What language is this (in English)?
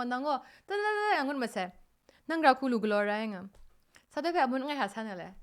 Kachin